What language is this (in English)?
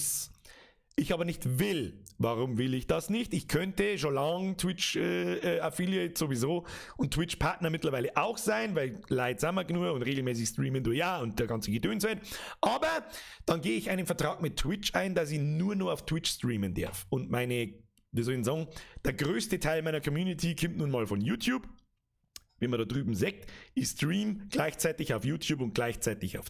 Bavarian